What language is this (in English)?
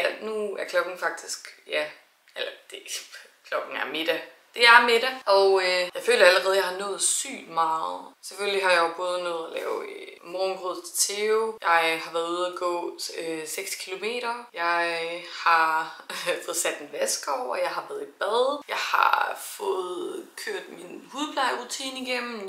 Danish